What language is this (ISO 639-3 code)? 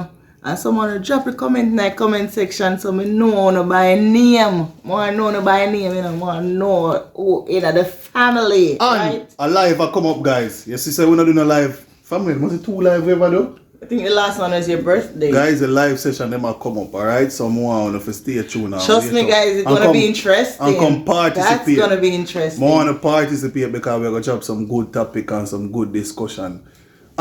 jam